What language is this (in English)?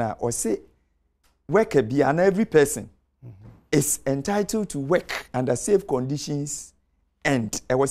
Akan